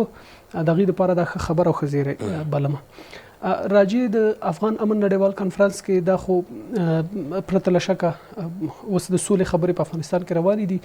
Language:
Pashto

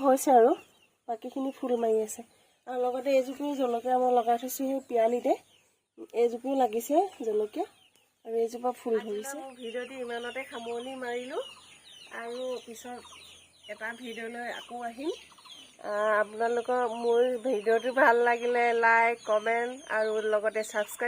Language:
Assamese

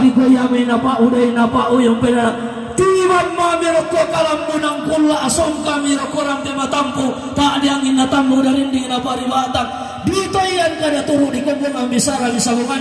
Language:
Toraja-Sa'dan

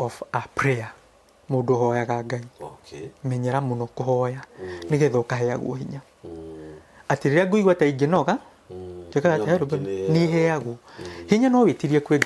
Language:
Kikuyu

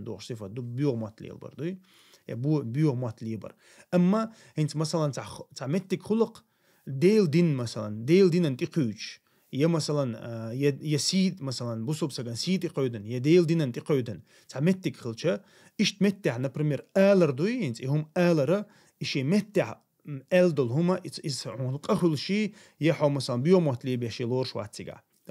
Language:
Chechen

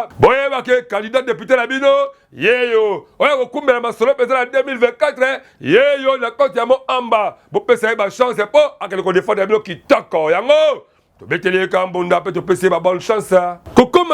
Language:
Lingala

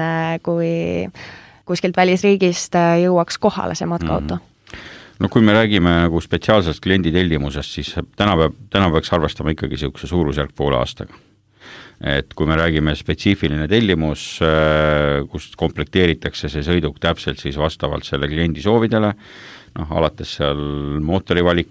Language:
Estonian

